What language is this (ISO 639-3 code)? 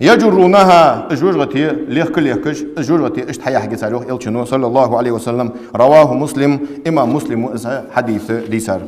inh